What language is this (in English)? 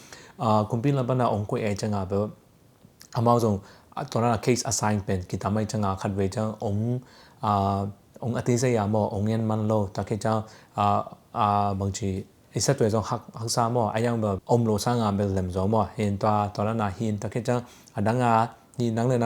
Tedim Chin